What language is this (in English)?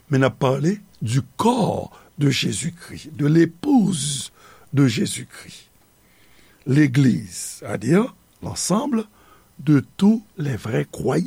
Haitian Creole